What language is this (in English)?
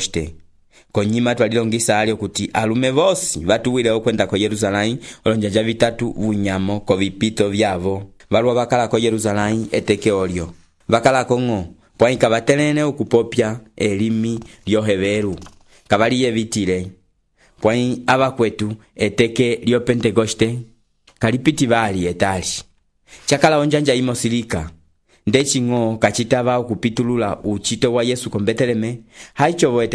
Umbundu